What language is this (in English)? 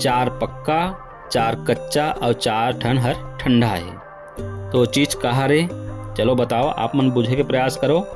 Chhattisgarhi